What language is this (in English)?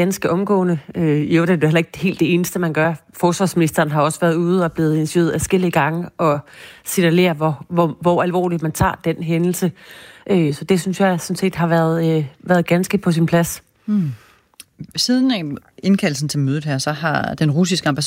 Danish